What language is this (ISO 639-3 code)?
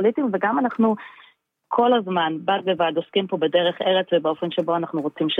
heb